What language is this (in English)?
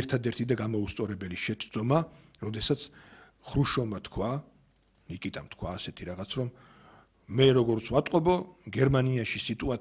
Georgian